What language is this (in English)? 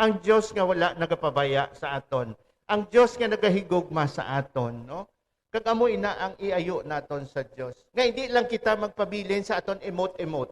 Hiligaynon